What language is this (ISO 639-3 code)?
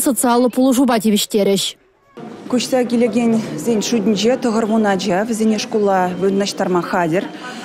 chv